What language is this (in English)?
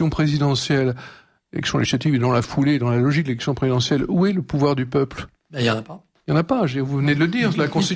French